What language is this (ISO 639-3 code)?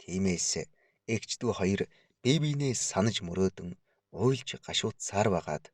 mon